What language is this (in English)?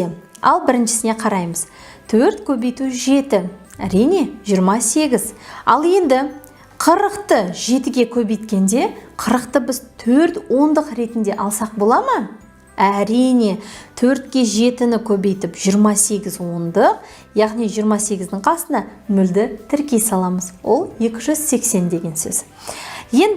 Kazakh